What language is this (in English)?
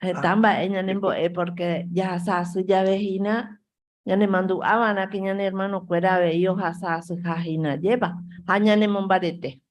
Guarani